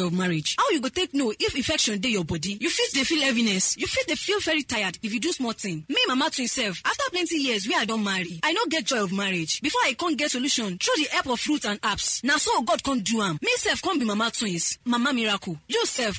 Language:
Nigerian Pidgin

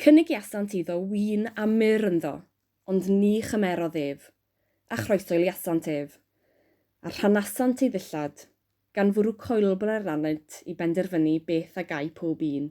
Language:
Welsh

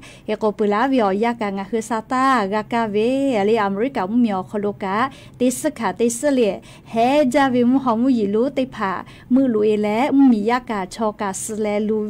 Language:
Lahu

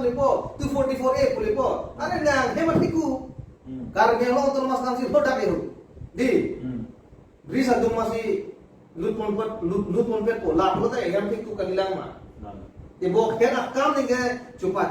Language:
Karbi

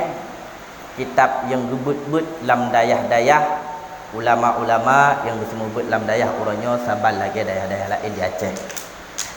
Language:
Achinese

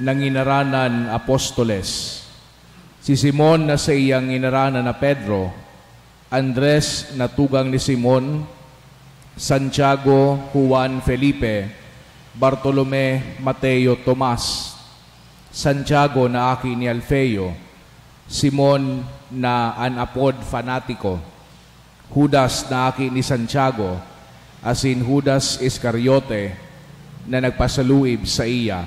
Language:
Bikol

